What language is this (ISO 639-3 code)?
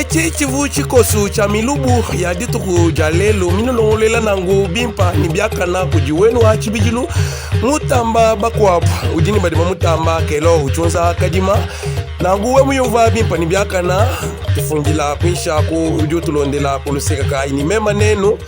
lua